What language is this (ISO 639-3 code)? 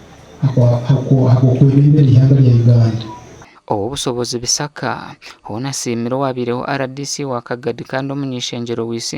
nyn